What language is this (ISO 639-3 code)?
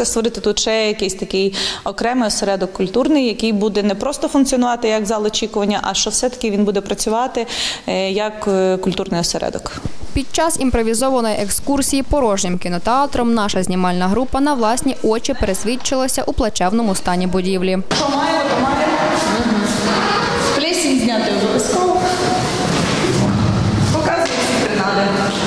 ukr